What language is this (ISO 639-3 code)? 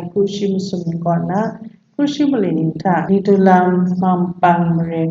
kac